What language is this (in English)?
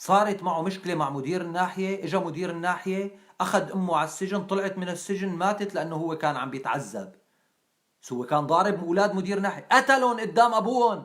North Levantine Arabic